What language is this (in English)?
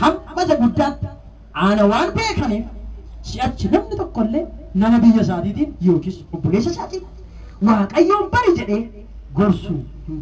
Oromo